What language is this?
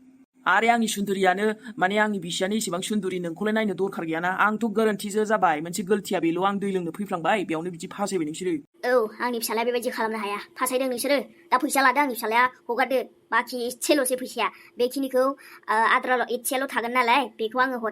Bodo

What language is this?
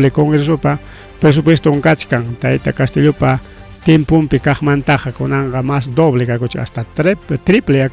Ayacucho Quechua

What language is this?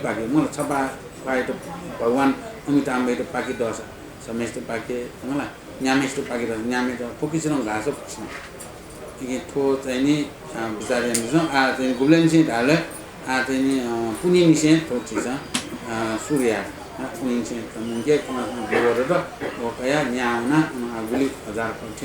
Newari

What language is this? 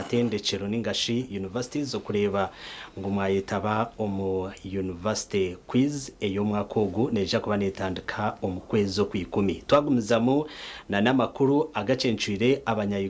Nyankole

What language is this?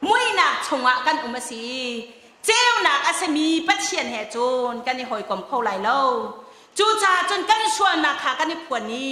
Hakha Chin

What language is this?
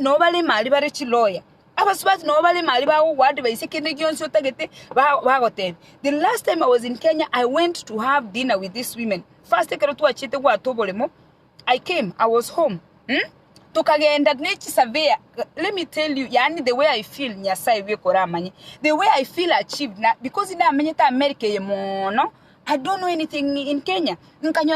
Gusii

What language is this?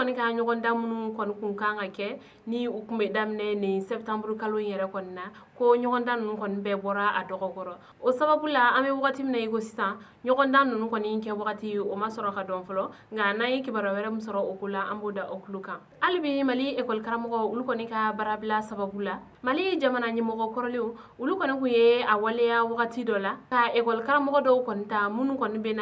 Bambara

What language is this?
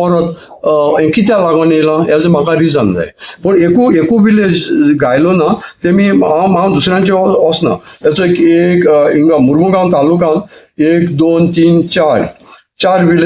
Konkani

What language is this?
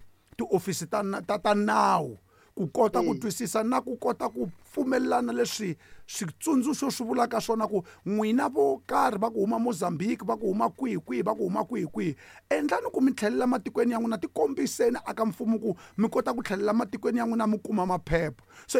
Tsonga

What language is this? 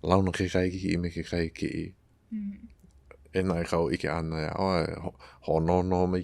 Hawaiian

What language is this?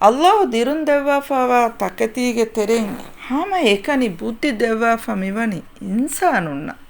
Divehi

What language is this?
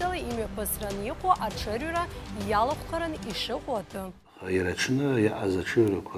Abkhazian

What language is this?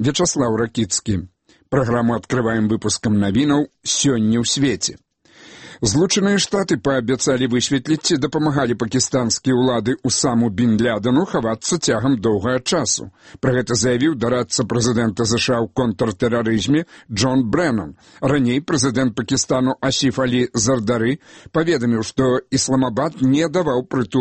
Belarusian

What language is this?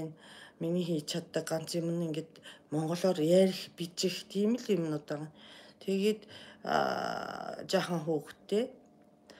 Mongolian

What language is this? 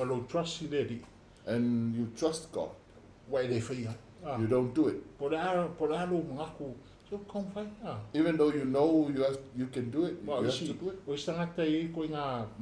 Samoan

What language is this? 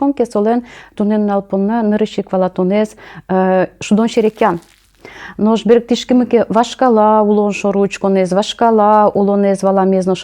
Udmurt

